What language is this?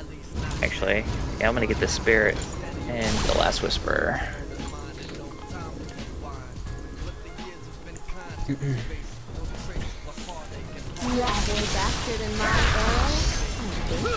English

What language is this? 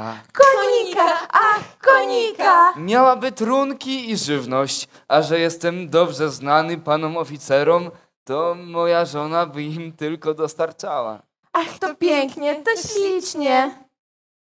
Polish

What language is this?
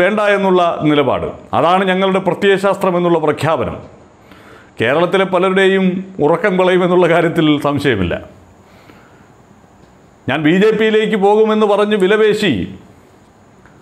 Malayalam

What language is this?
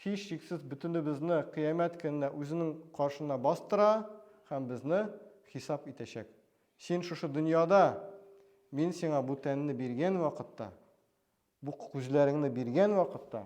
Tatar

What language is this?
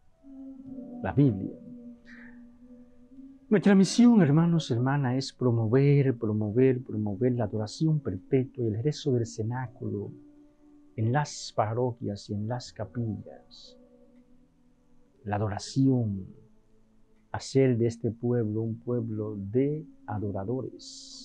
Spanish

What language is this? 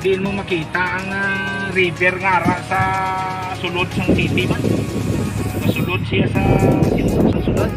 Hiligaynon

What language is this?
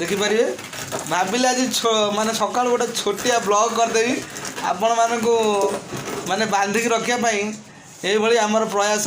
Odia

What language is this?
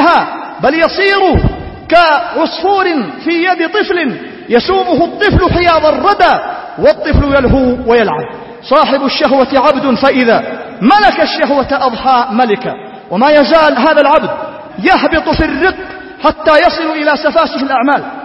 Arabic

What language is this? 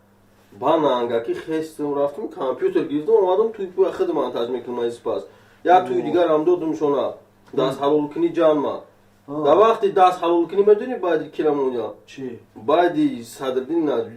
Tajik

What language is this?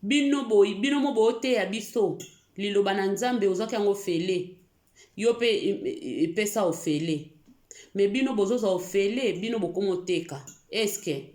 Lingala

